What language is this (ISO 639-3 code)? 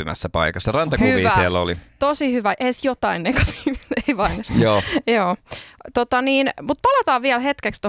fin